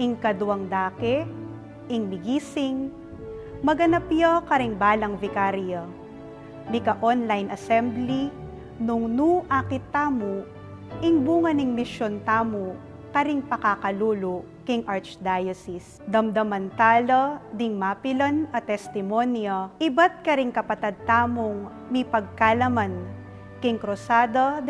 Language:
Pampanga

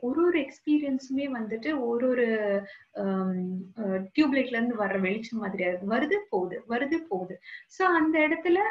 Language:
Tamil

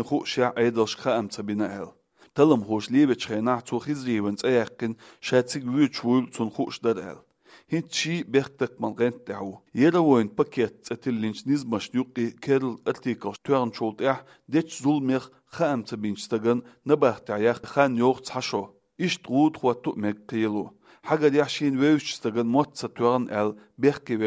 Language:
Chechen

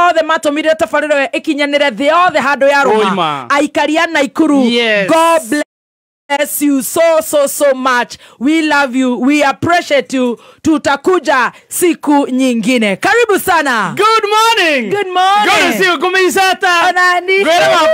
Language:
Kikuyu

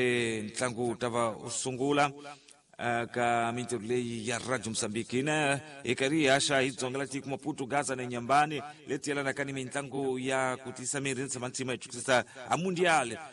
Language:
Tsonga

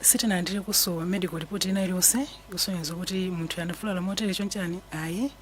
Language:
Nyanja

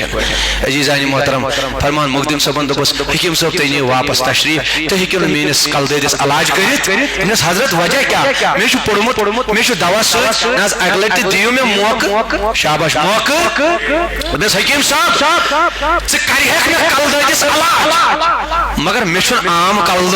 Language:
Kashmiri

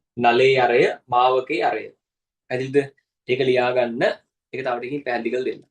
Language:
Sinhala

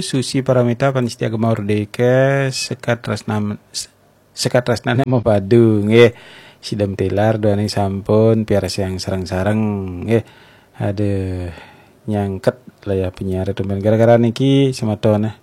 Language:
Balinese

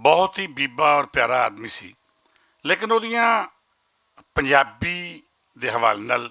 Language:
Western Panjabi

